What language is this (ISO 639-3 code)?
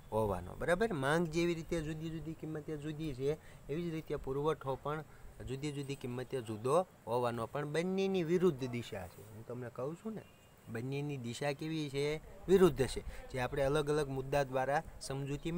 guj